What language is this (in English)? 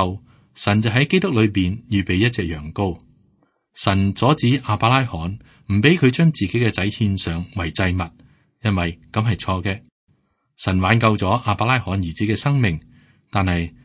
Cantonese